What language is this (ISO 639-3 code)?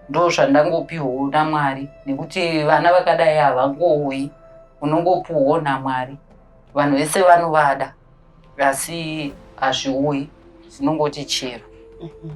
sna